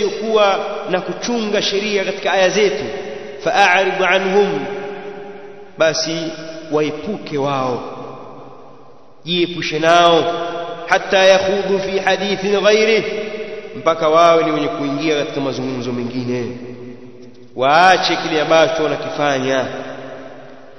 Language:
Swahili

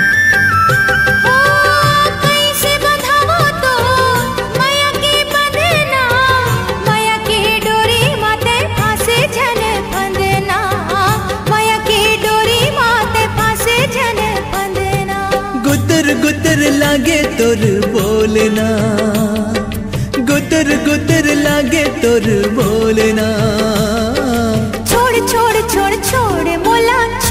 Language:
Chhattisgarhi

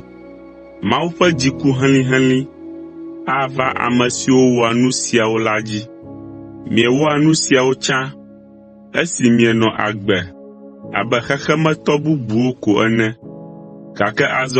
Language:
Ewe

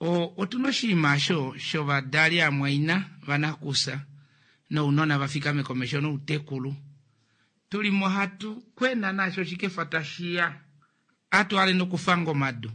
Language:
Kuanyama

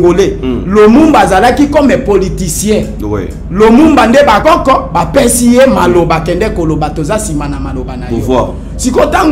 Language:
Lingala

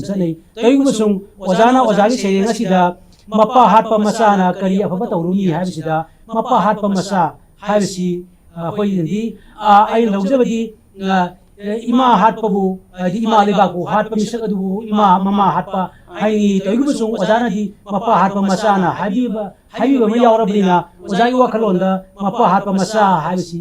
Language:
Manipuri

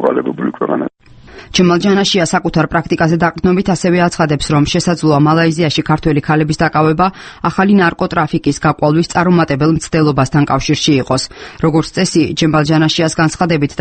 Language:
Georgian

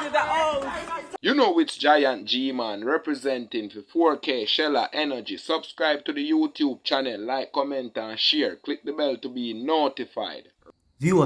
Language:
Jamaican Creole English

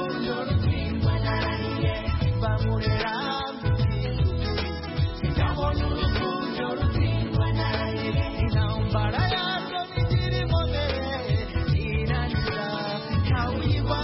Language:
Kinyarwanda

